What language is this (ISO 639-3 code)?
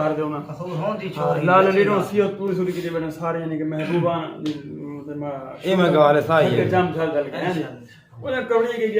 skr